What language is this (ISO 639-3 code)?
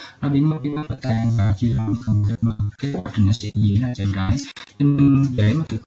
vie